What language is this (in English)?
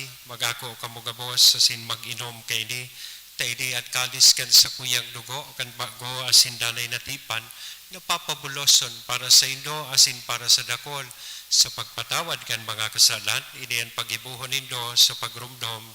Bikol